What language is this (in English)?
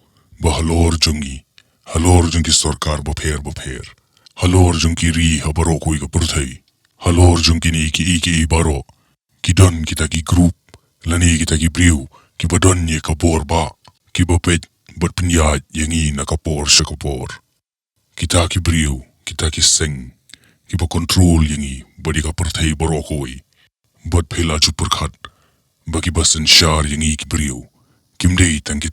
Khasi